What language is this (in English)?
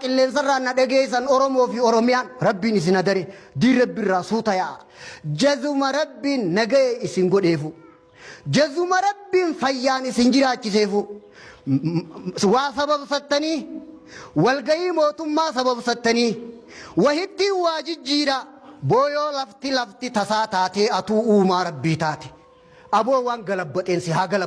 Oromo